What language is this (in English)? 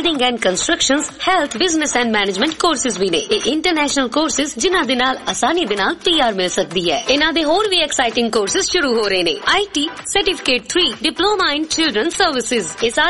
Punjabi